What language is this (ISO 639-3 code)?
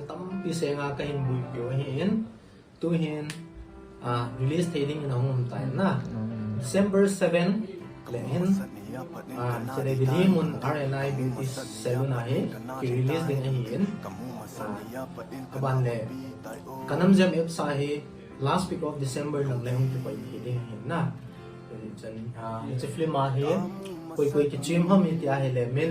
tcz